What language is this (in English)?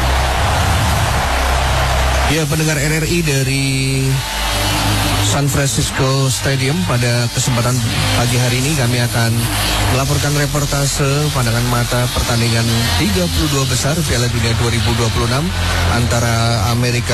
Indonesian